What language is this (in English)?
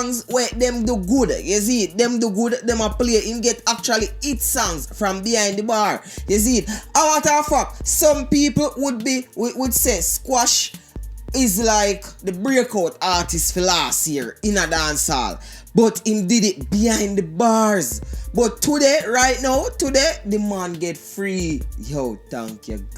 Jamaican Creole English